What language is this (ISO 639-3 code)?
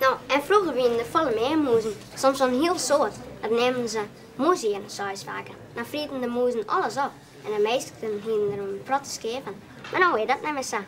fry